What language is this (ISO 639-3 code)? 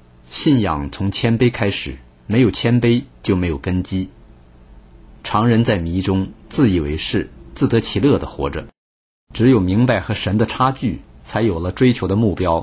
zho